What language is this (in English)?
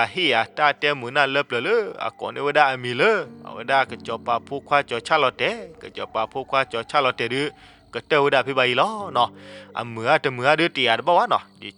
S'gaw Karen